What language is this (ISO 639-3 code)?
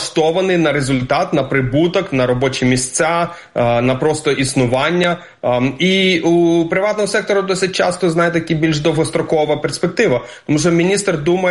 ukr